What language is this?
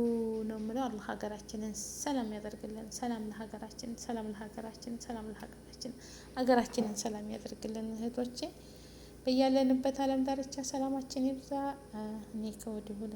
Amharic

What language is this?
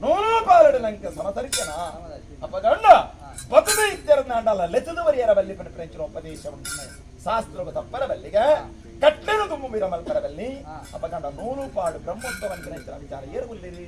Tulu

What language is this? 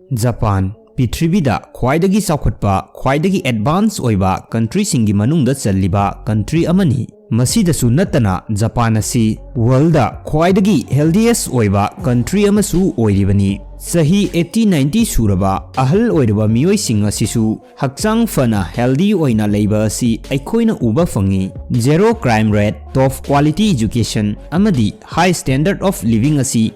Manipuri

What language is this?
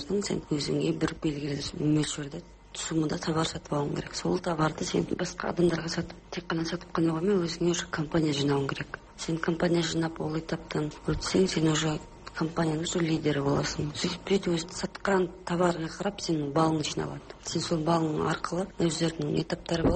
Kazakh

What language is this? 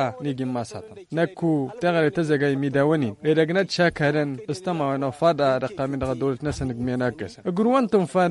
Tamasheq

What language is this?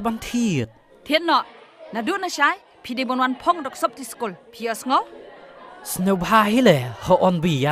Khasi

